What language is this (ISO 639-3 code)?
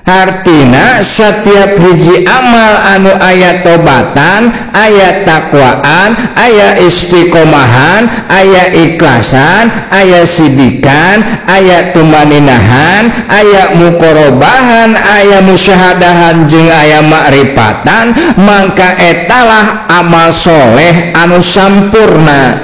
sun